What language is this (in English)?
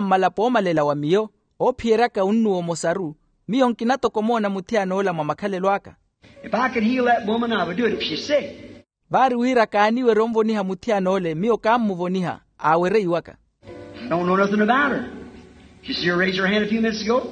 Makhuwa